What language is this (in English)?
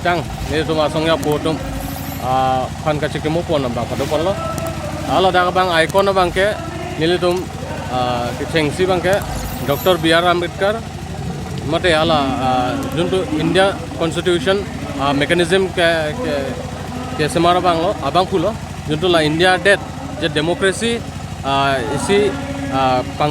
Karbi